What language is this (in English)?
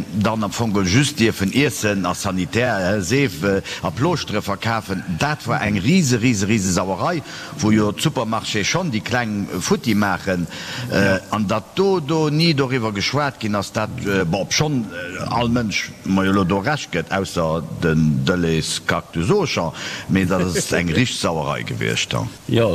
Luxembourgish